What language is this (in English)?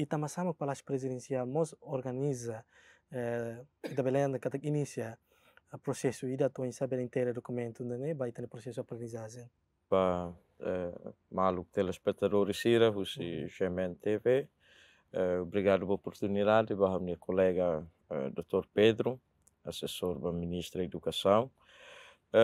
Tetum